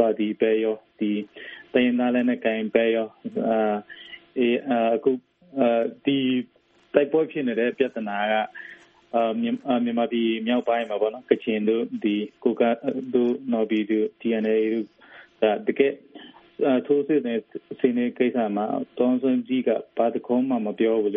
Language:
Burmese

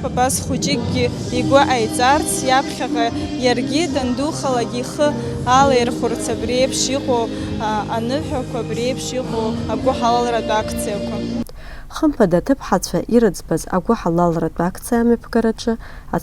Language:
Abkhazian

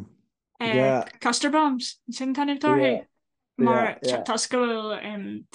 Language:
Irish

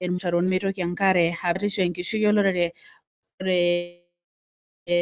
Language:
Masai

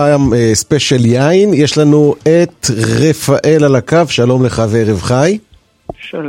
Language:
Hebrew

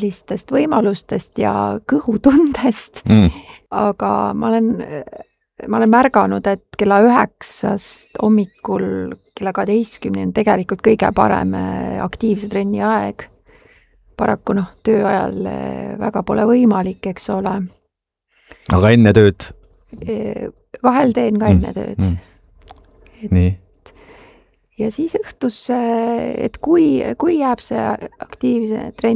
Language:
Estonian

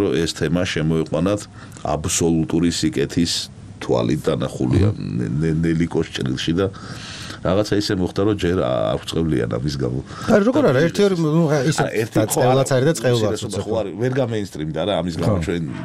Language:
Georgian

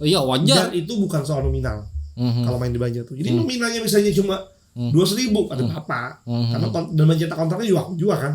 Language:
Banjar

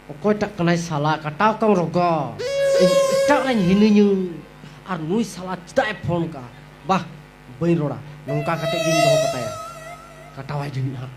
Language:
Santali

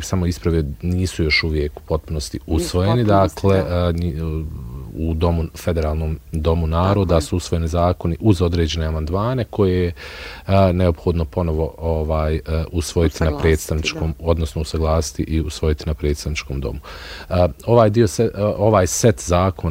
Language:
Bosnian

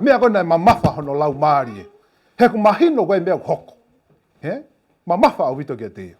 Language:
Tongan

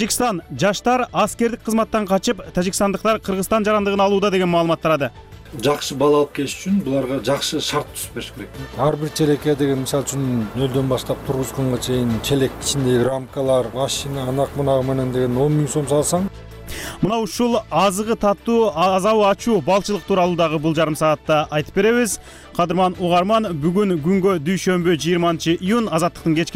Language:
Kyrgyz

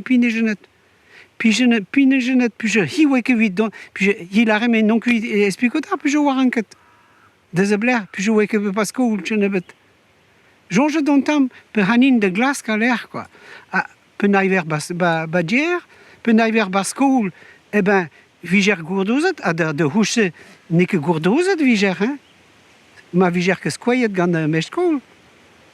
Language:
Breton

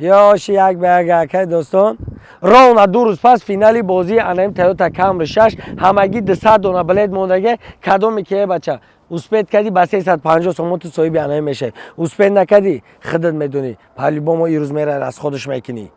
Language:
Tajik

